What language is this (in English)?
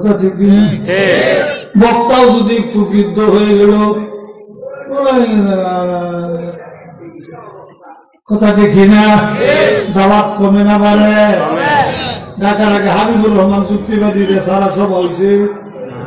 Bangla